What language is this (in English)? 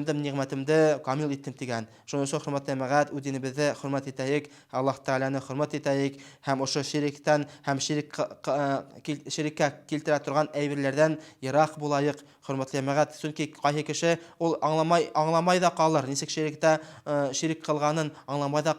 Bashkir